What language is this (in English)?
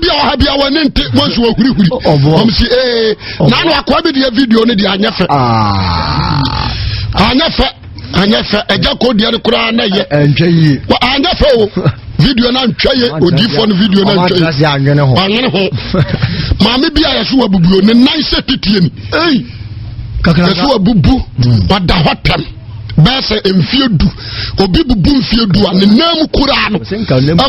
Akan